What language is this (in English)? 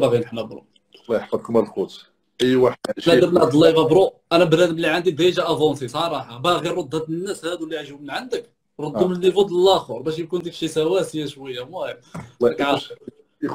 Moroccan Arabic